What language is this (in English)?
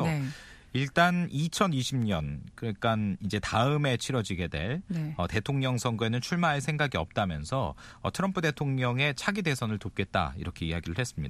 Korean